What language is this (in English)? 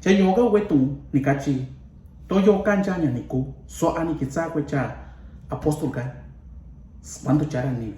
Mixtepec Mixtec